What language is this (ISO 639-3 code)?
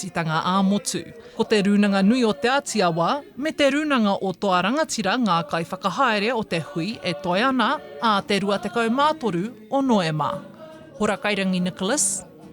mri